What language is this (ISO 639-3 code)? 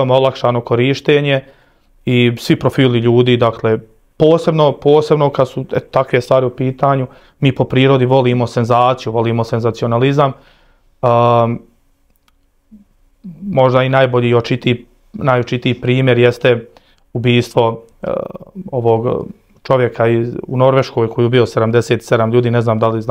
bos